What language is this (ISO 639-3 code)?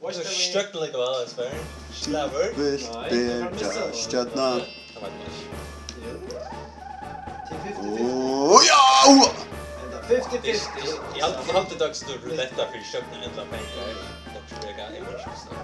fao